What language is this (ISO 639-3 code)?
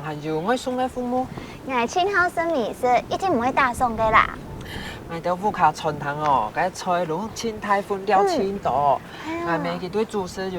hak